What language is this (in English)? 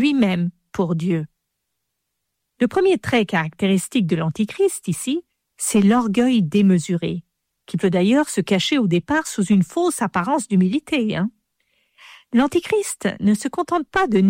French